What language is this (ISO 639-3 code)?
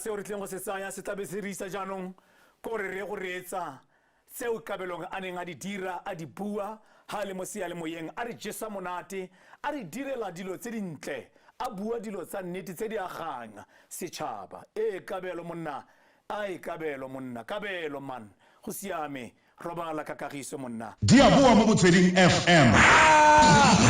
tsn